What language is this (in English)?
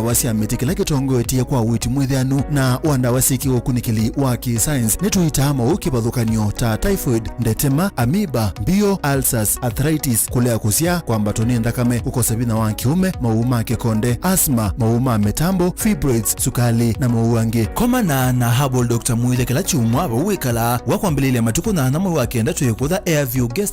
Kamba